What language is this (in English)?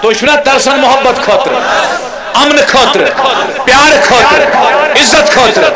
Kashmiri